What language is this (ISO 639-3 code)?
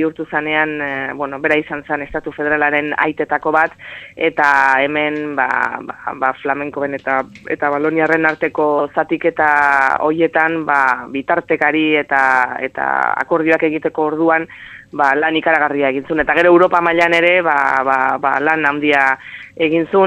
eus